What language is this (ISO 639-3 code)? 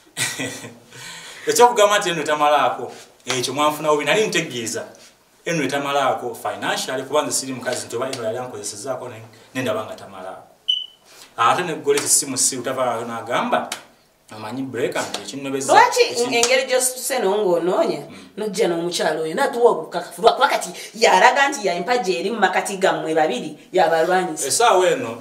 lug